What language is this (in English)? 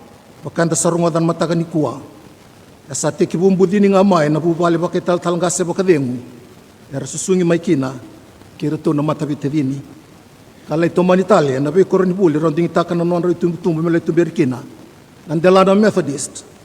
Fijian